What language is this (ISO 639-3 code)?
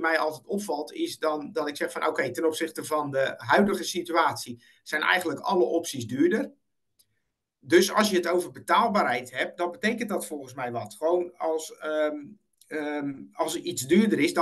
nld